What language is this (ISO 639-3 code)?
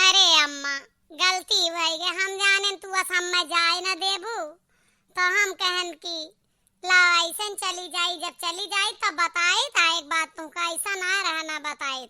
awa